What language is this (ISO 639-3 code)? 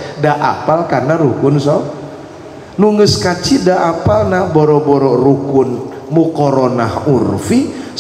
sun